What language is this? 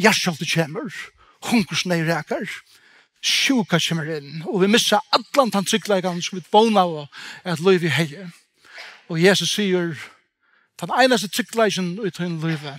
Faroese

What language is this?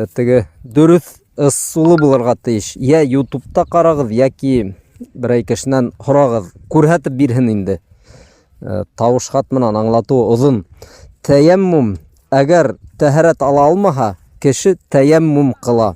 Bashkir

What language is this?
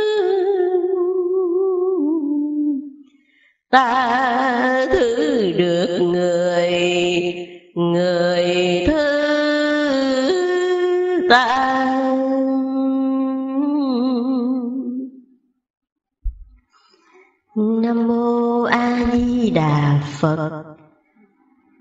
Vietnamese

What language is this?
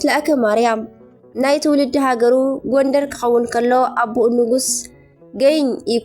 Tigrinya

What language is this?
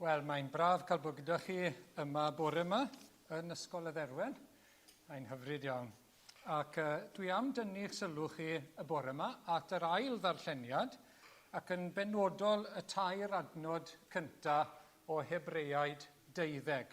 Welsh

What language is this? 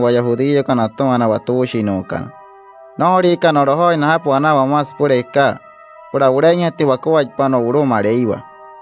Wayuu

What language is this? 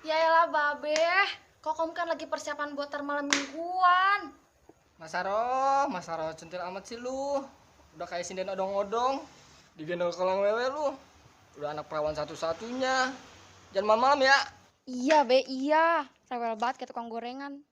Betawi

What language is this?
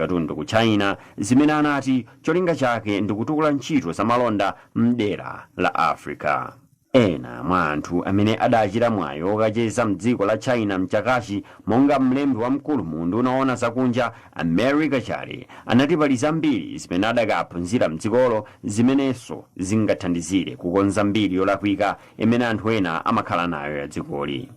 Nyanja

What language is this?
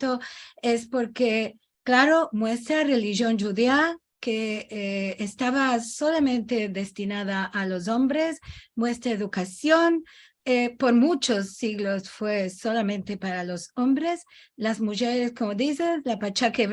Ladino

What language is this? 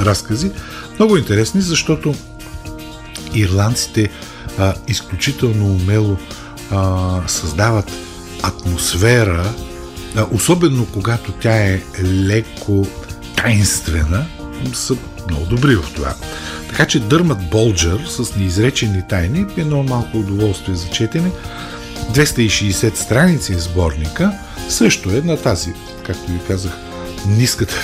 Bulgarian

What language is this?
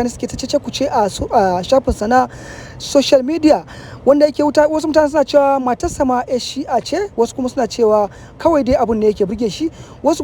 Hausa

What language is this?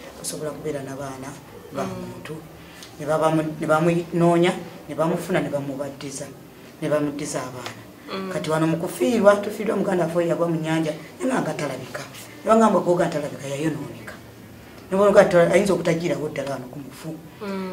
Ganda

